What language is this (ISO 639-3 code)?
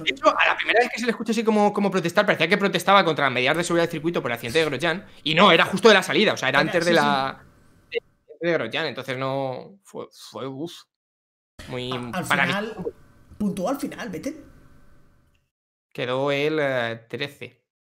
spa